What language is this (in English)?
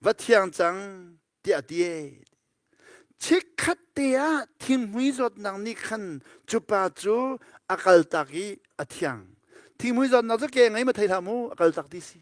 Hakha Chin